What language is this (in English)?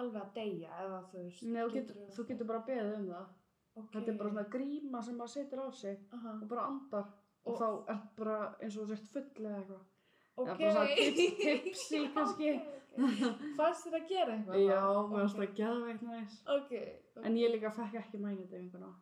Icelandic